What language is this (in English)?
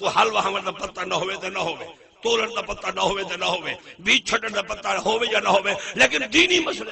Saraiki